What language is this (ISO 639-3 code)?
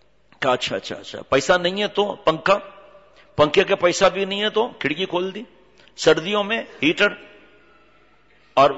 urd